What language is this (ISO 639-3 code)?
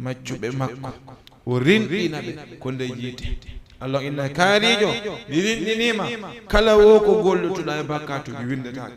ful